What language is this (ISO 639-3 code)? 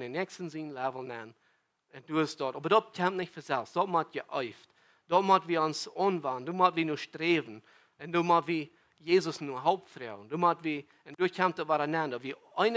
pdt